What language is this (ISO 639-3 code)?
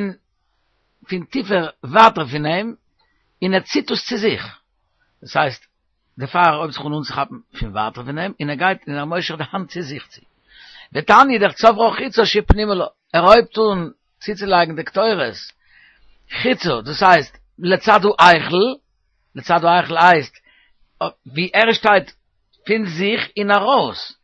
yid